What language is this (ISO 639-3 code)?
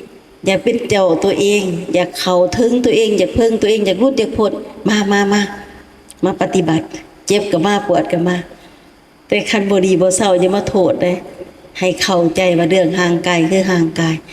lao